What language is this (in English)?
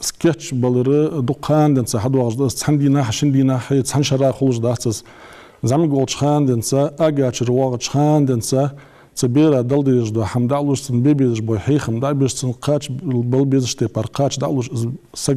Ingush